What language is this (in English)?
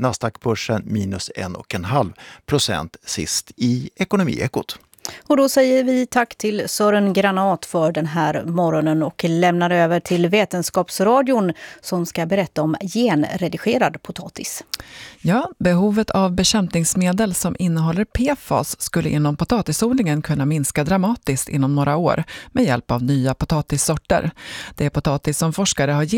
Swedish